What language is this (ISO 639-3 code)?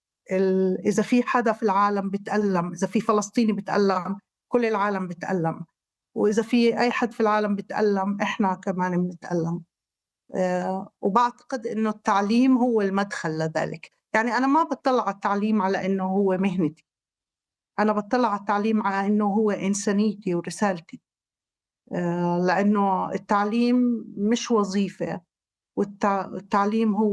apc